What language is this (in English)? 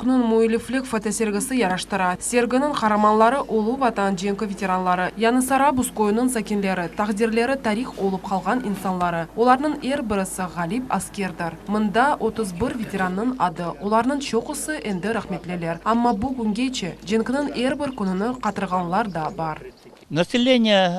Crimean Tatar